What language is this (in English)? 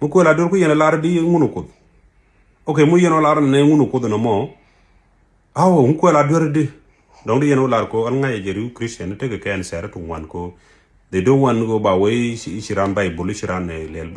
Nuer